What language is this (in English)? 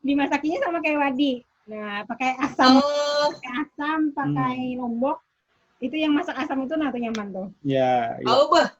Banjar